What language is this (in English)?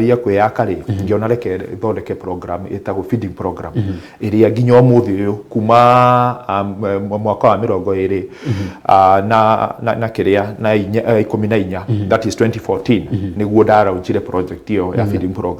Kikuyu